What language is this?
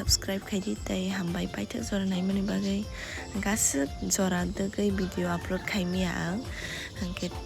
Kok Borok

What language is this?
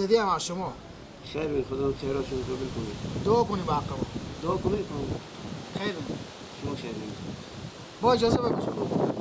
Persian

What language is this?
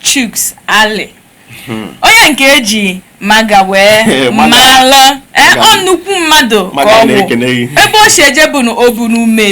Igbo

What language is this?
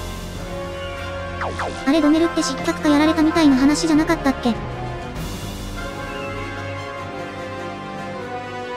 Japanese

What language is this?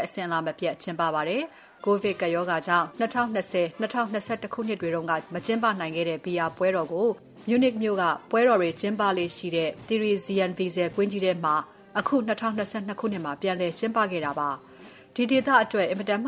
Burmese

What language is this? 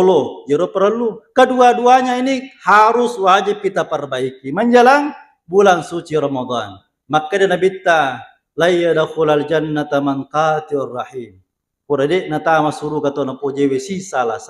Buginese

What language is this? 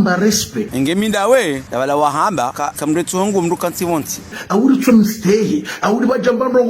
Ngazidja Comorian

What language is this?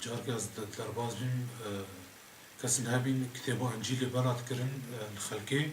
Kurdish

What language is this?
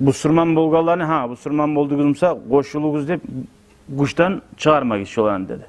Kumyk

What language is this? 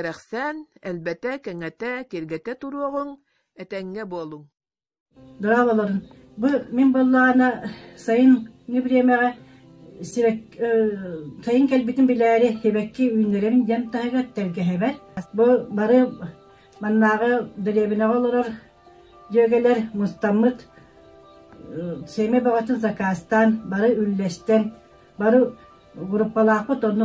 Yakut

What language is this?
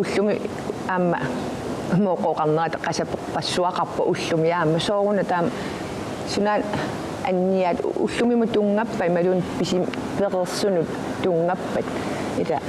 Kalaallisut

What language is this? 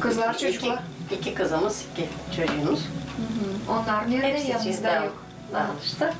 Gagauz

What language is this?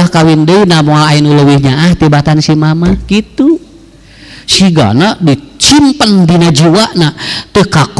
Sundanese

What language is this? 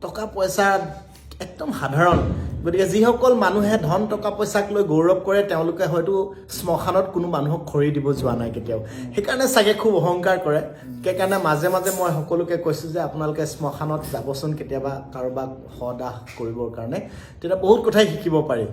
Assamese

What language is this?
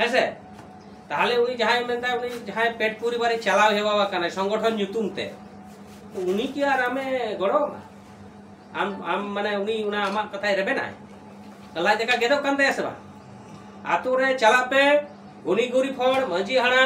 Santali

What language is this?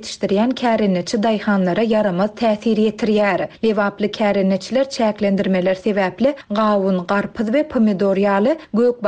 Turkmen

